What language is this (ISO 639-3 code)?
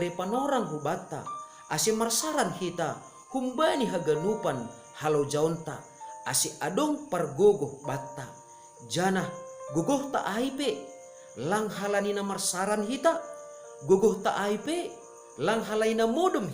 bts